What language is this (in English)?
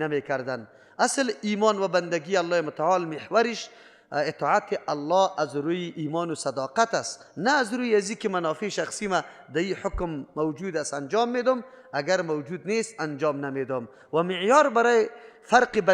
Persian